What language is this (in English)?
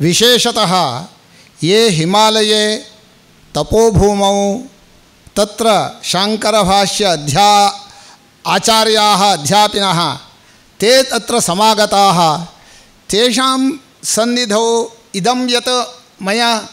Sanskrit